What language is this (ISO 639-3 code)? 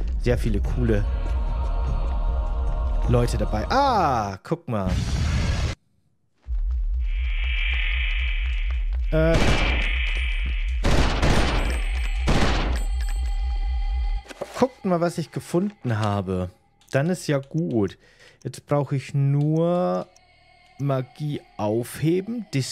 deu